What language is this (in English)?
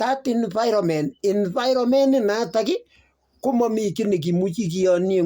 Kalenjin